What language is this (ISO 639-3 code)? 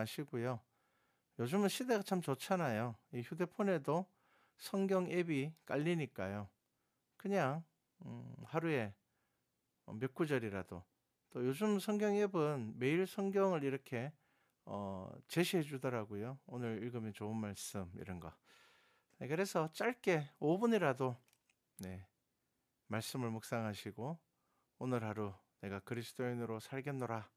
kor